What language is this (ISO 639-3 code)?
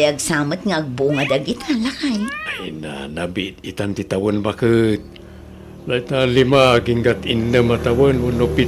ilo